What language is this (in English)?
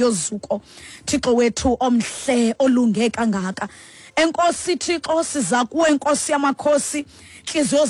Xhosa